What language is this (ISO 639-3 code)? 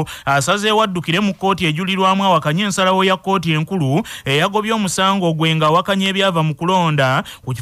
lug